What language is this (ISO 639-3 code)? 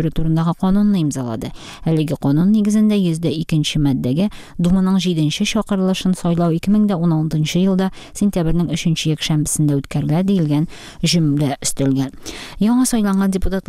tat